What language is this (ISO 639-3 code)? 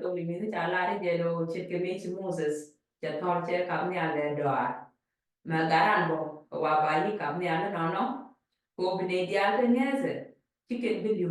nus